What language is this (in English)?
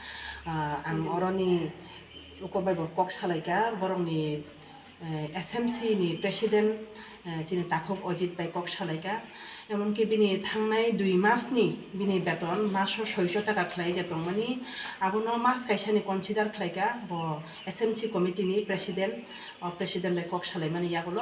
Kok Borok